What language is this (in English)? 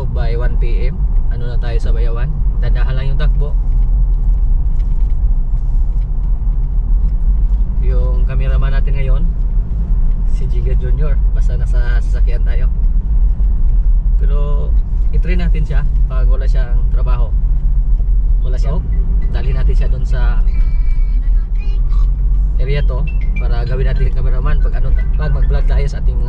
Filipino